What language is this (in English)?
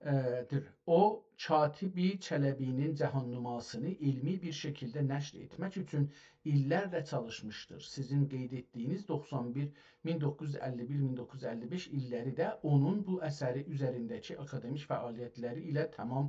South Azerbaijani